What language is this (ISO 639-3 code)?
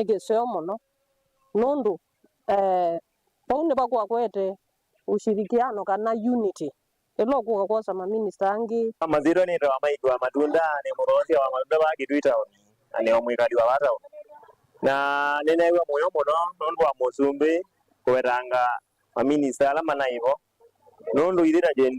kam